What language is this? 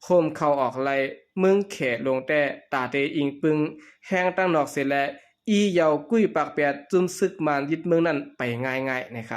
Shan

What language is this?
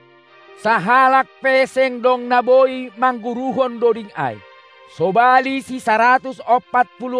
Batak Simalungun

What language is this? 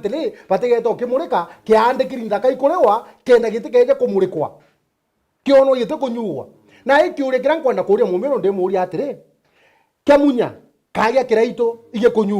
Meru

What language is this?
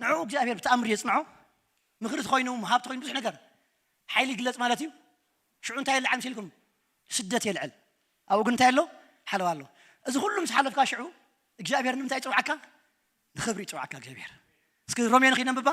Tigrinya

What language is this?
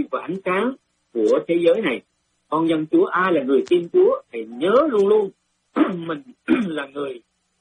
Vietnamese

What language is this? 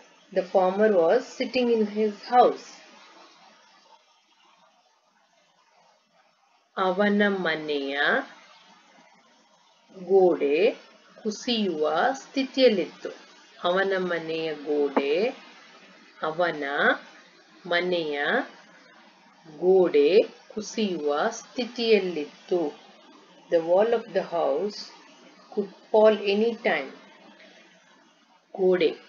Kannada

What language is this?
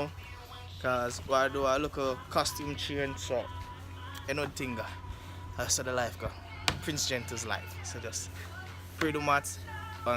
Jamaican Creole English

